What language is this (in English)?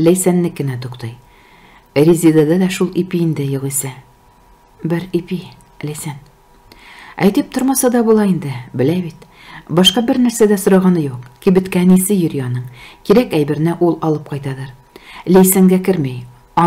Tatar